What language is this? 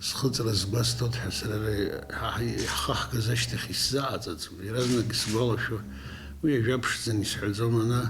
Abkhazian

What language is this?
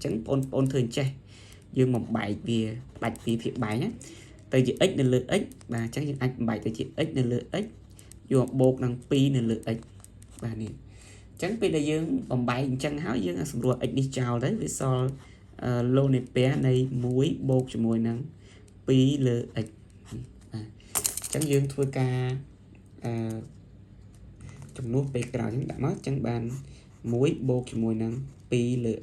Khmer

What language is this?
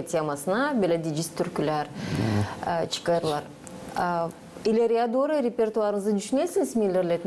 Gagauz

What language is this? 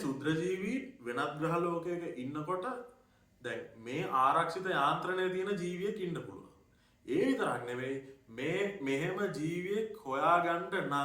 Sinhala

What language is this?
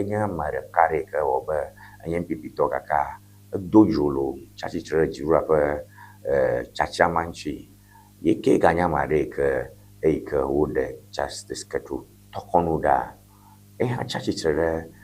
Ewe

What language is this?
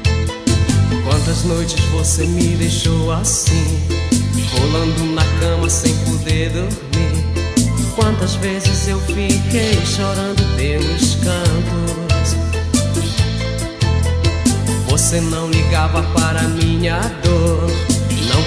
Portuguese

